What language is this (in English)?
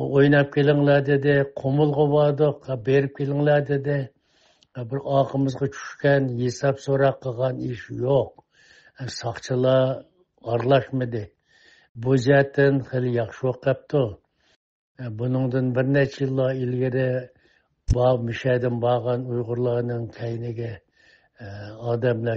Uyghur